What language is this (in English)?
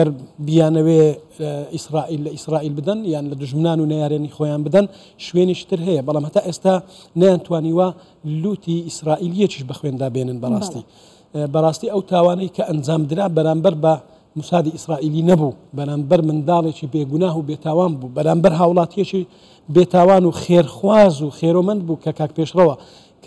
Central Kurdish